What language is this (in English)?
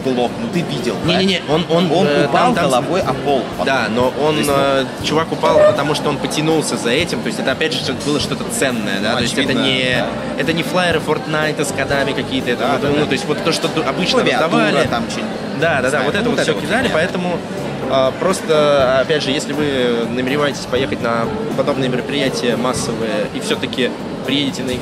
Russian